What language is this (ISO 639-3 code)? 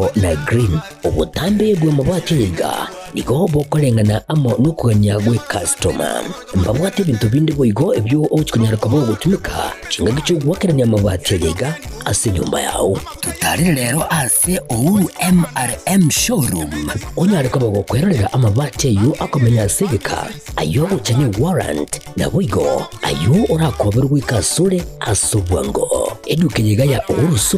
guz